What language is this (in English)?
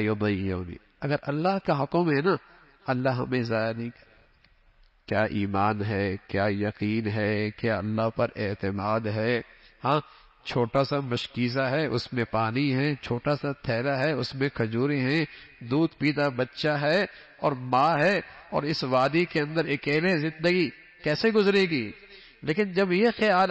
Urdu